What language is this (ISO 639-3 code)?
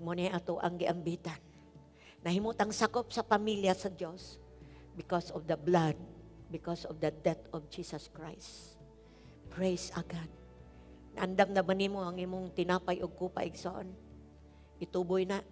ceb